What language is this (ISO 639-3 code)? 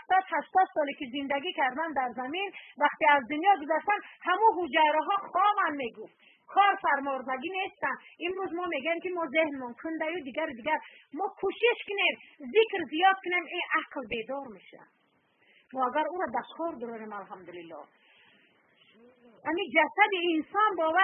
fas